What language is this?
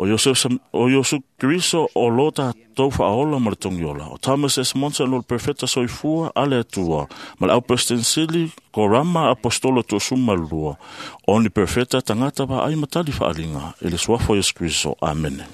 Samoan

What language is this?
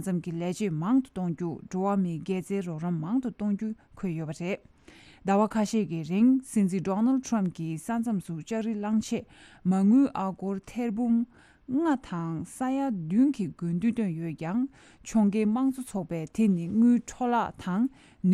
Tibetan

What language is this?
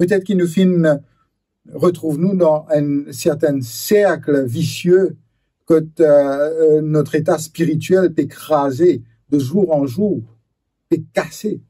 Morisyen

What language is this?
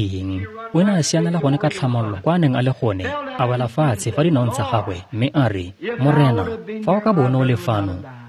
Tswana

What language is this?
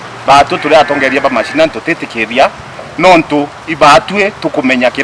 Meru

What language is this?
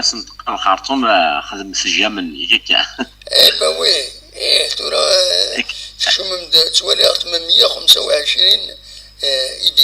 Kabyle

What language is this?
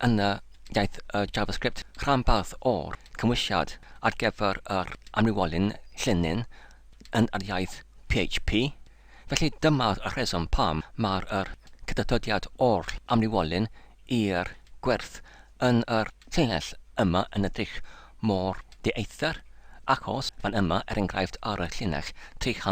Welsh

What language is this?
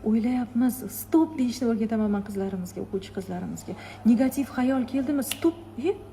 Uzbek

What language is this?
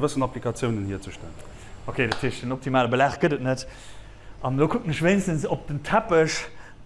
Luxembourgish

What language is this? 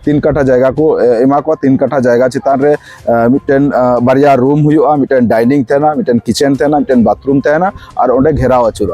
Santali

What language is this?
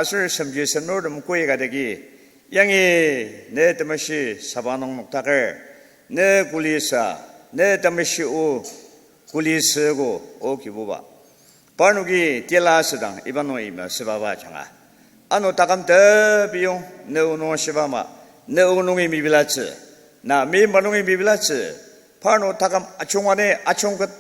Ao Naga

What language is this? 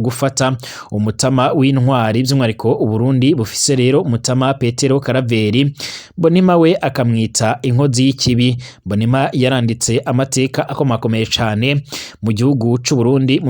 Rundi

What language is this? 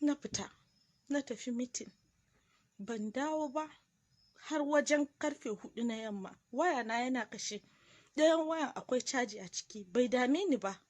Hausa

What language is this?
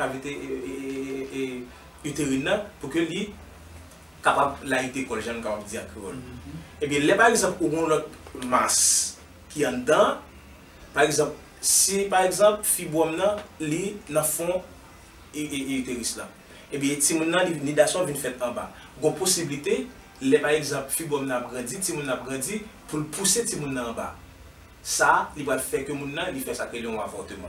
Haitian Creole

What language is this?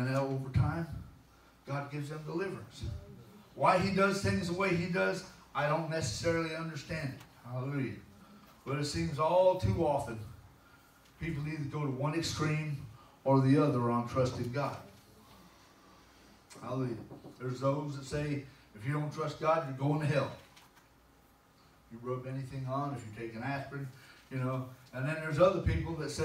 English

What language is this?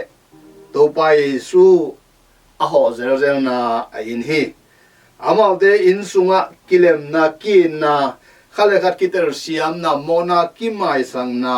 Tedim Chin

